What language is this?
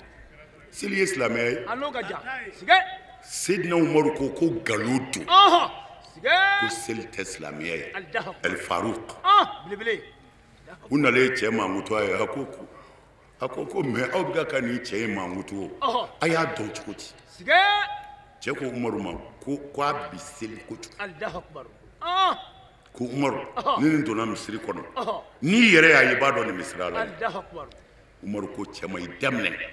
Bambara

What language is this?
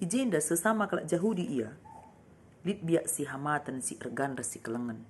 Batak Karo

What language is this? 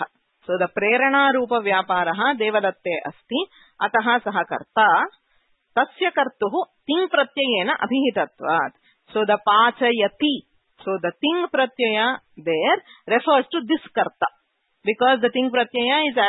Sanskrit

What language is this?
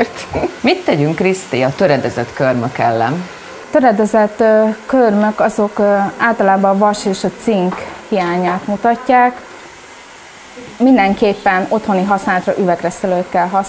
Hungarian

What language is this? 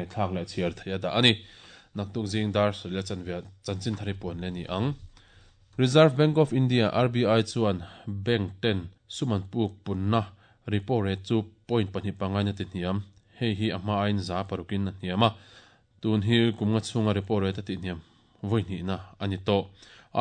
Mizo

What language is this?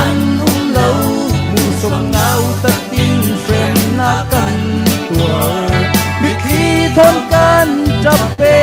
Falam Chin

